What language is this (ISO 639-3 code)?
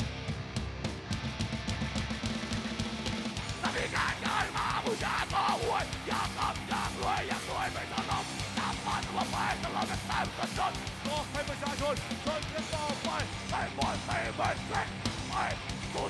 tha